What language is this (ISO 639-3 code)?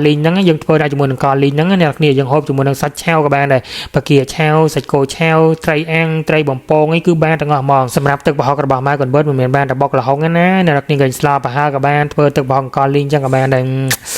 khm